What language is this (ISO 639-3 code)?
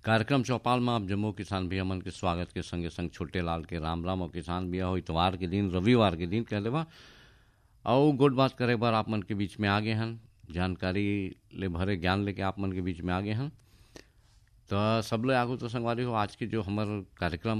hne